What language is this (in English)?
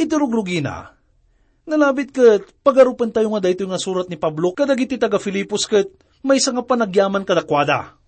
Iloko